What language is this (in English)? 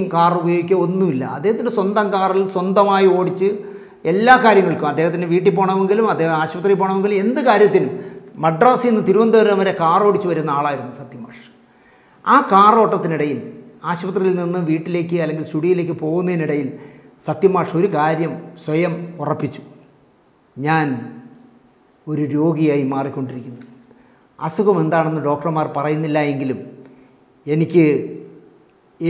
Malayalam